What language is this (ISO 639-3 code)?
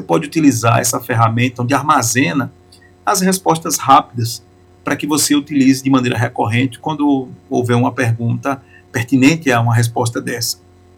por